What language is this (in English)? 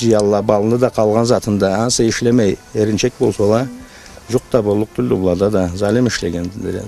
Karachay-Balkar